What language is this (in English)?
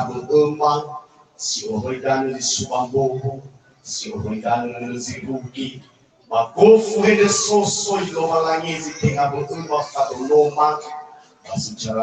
Nias